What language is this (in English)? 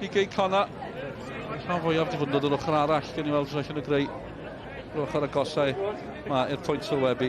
Welsh